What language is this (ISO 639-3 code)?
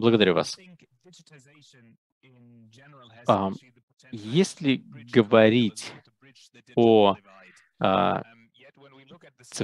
rus